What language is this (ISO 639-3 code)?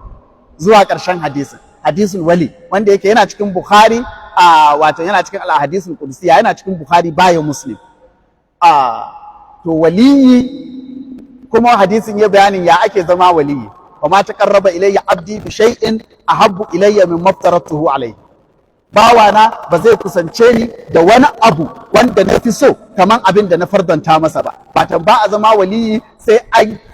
hau